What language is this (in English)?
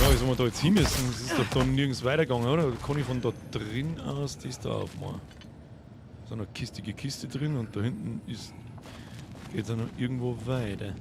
Bavarian